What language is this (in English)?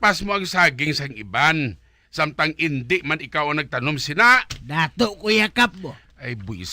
Hiligaynon